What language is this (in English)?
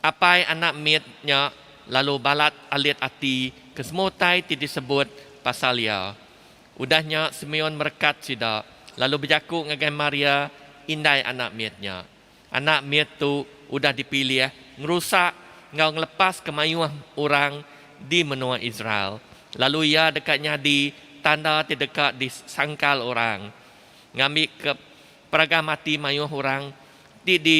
Iban